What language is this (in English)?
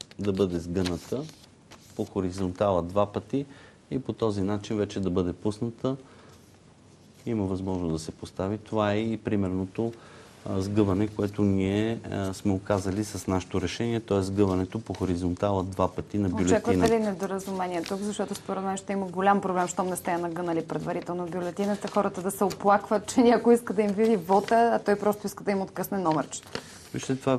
Bulgarian